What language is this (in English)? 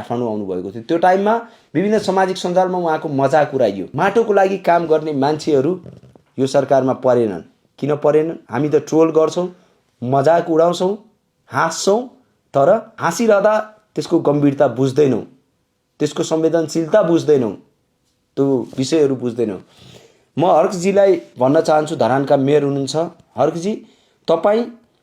Nepali